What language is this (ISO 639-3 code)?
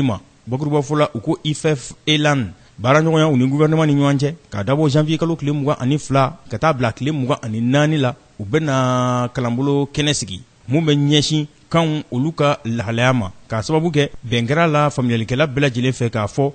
bam